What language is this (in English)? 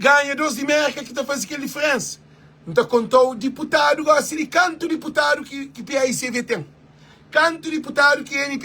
Kabuverdianu